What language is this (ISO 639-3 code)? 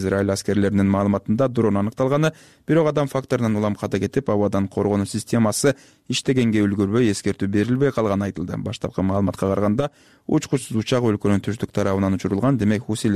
kir